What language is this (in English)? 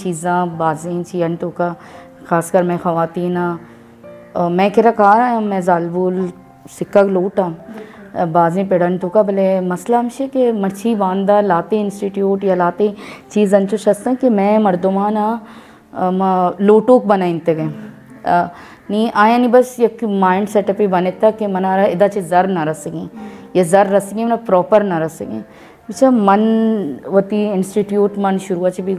Baluchi